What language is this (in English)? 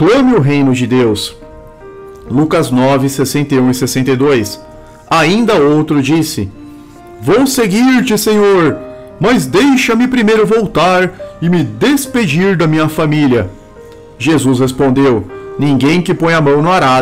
Portuguese